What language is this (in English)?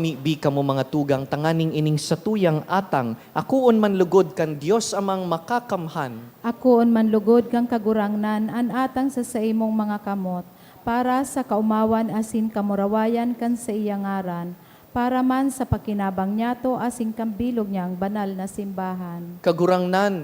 Bikol